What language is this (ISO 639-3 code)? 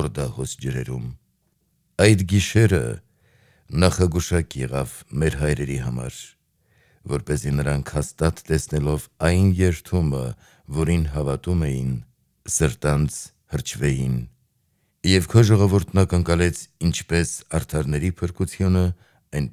hye